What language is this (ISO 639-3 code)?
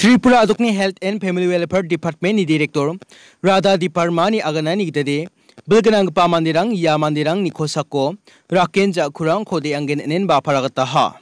grt